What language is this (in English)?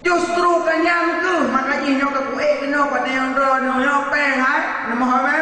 Achinese